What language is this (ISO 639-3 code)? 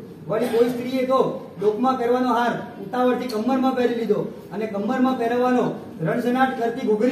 guj